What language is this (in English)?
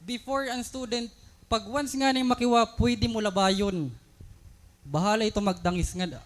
Waray